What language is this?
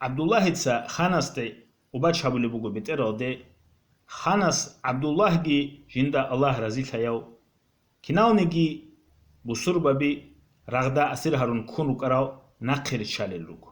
Avaric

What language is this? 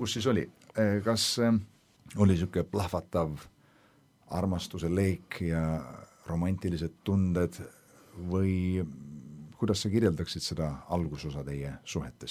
Estonian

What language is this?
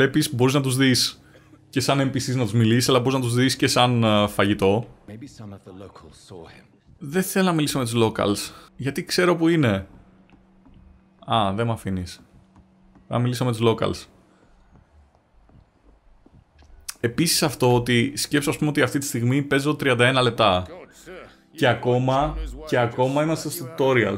Greek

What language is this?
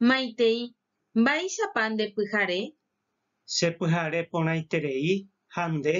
Guarani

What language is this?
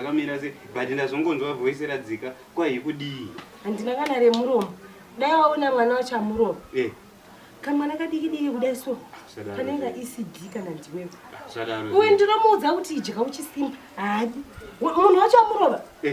Shona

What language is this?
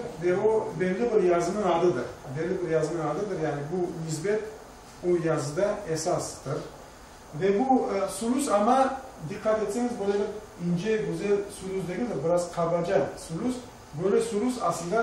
Crimean Tatar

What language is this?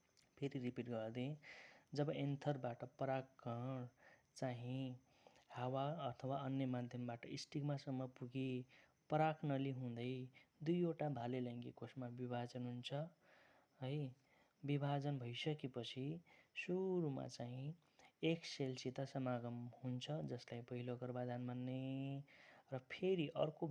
Nepali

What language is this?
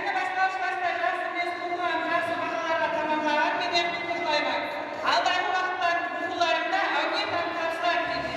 Kara-Kalpak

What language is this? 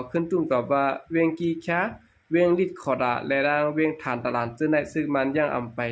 Shan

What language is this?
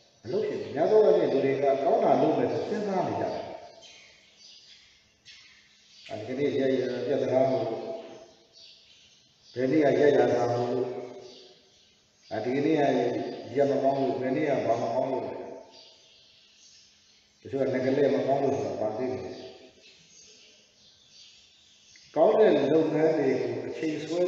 Burmese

